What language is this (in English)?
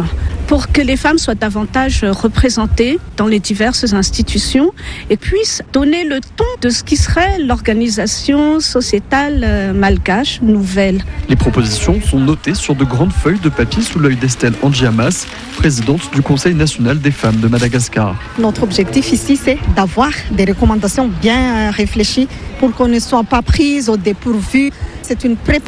French